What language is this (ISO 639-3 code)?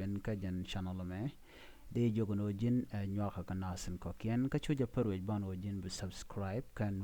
nus